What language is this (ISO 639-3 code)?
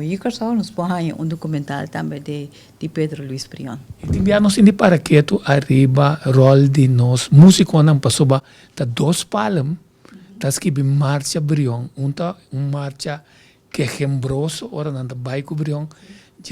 pap